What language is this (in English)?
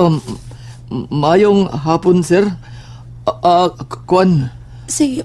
Cebuano